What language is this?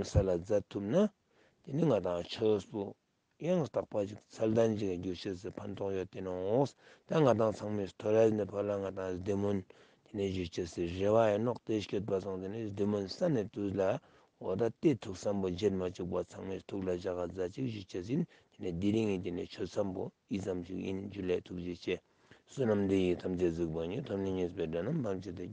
Ladakhi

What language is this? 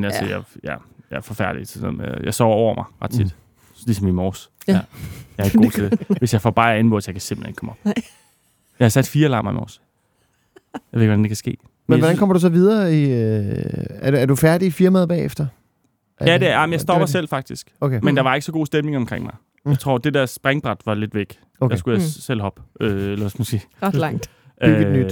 Danish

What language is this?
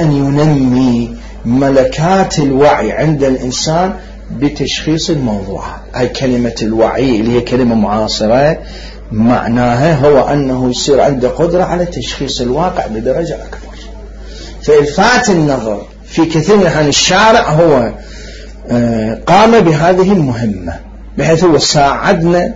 Mesopotamian Arabic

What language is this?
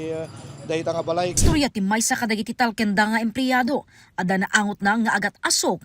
Iloko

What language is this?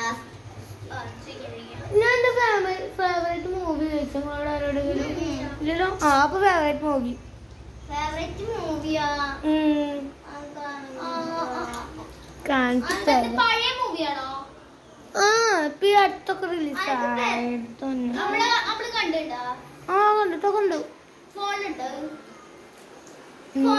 Malayalam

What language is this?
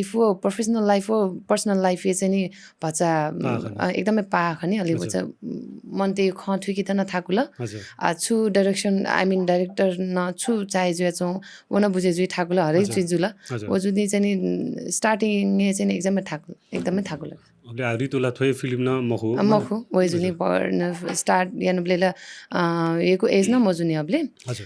Newari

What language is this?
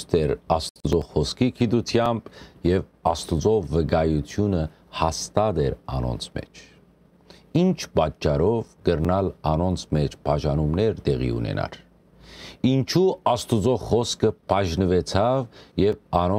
Western Armenian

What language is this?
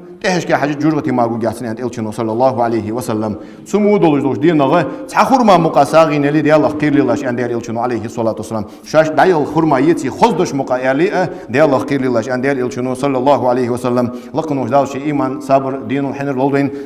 Ingush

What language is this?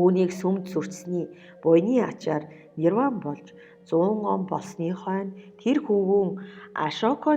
Mongolian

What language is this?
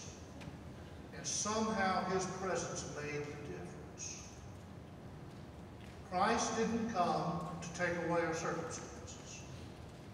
English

